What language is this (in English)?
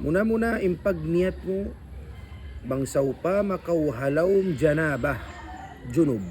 Tausug